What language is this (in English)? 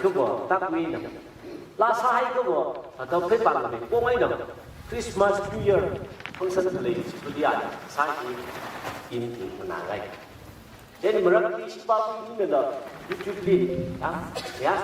Tangkhul Naga (India)